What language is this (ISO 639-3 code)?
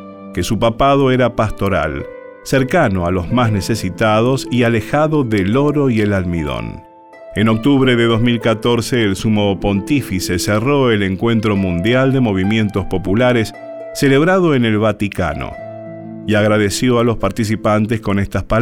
spa